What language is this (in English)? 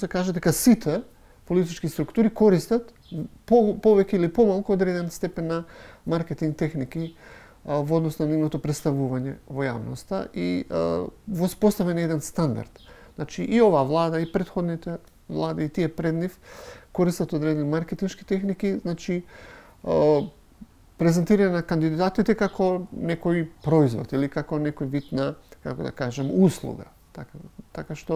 Macedonian